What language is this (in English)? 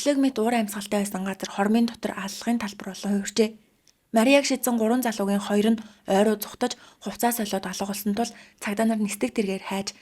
Mongolian